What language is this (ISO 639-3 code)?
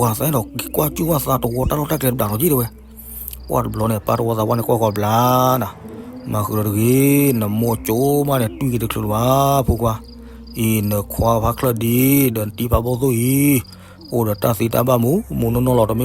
ksw